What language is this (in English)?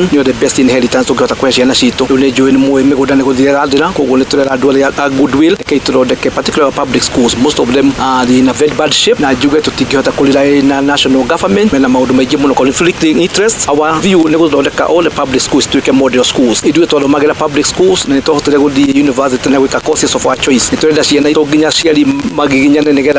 Kikuyu